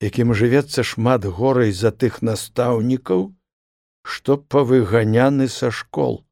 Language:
Belarusian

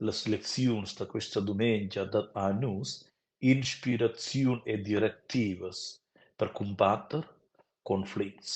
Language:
Romansh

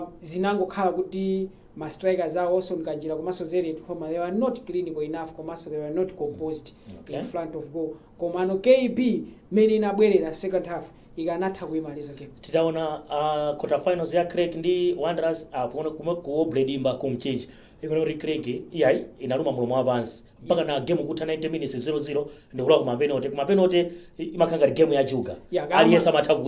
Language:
Nyanja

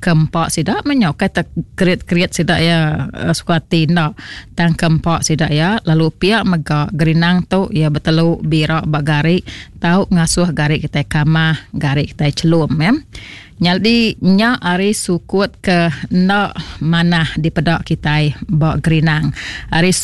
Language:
Iban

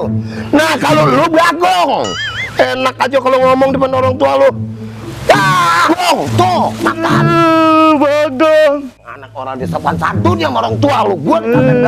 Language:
Betawi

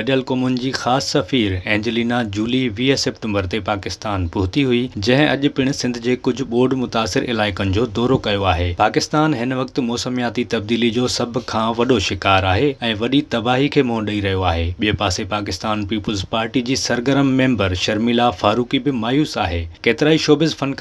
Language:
Sindhi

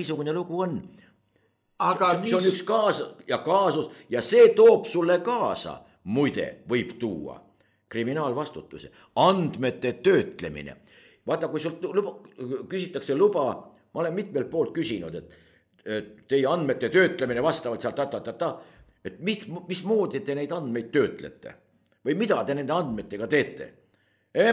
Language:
Estonian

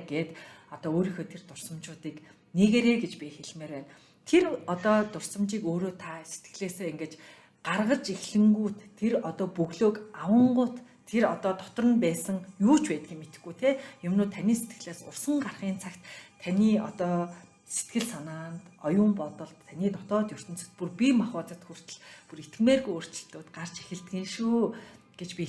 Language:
Mongolian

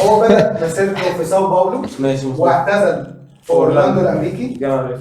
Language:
Egyptian Arabic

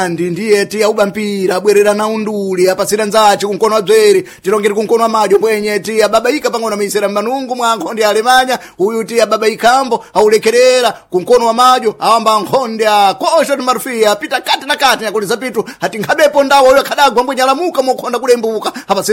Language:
Sena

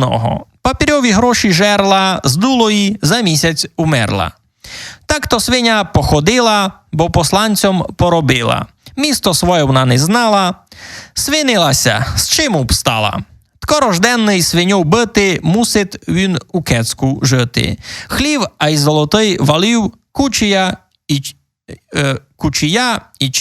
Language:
Rusyn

